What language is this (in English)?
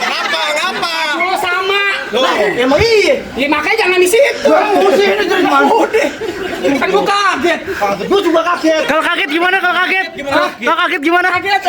Betawi